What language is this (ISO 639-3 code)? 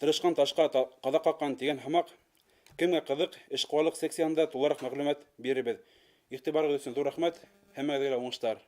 bak